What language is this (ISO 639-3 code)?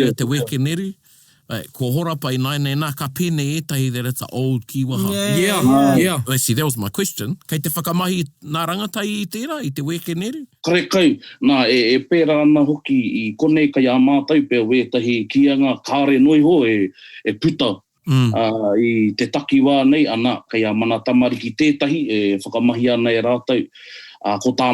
mri